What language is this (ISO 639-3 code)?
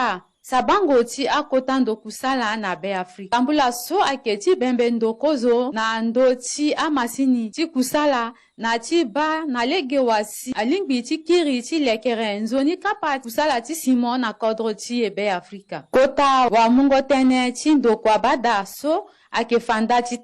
sag